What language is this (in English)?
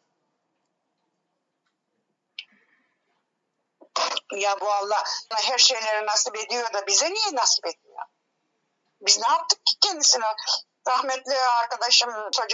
Turkish